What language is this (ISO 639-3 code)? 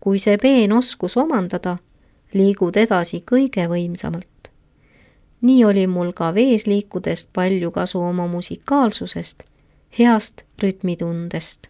est